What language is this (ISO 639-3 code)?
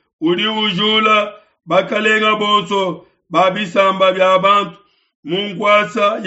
lua